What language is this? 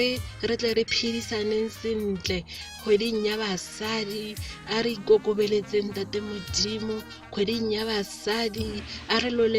Tswana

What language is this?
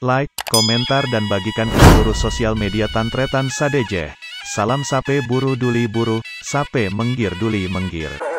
Madurese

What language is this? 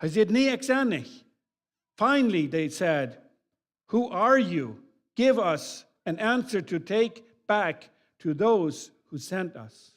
Plautdietsch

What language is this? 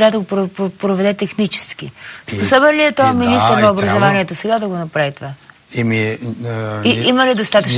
Bulgarian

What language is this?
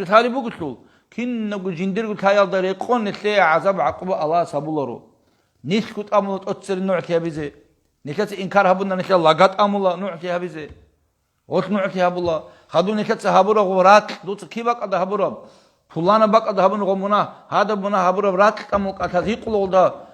Avaric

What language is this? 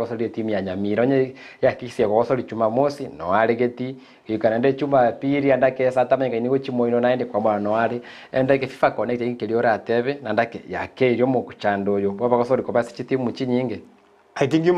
Gusii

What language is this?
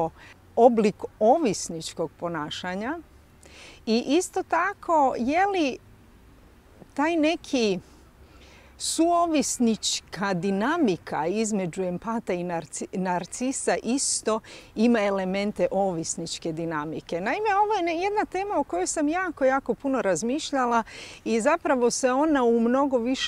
Croatian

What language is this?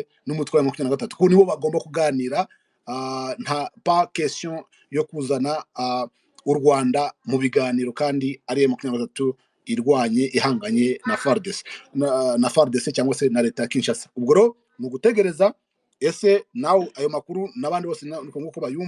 Kinyarwanda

